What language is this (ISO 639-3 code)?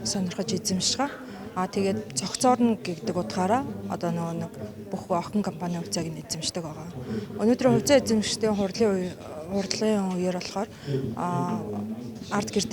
mon